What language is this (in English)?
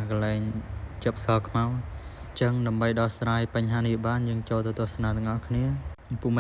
Khmer